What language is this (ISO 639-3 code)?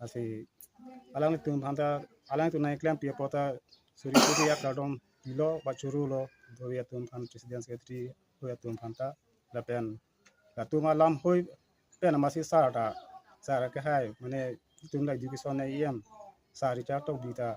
mjw